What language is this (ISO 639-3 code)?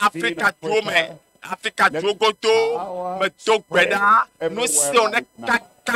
ewe